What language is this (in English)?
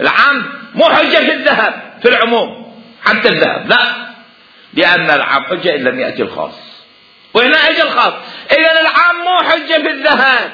Mesopotamian Arabic